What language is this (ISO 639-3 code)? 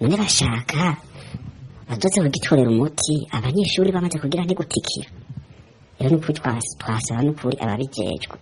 run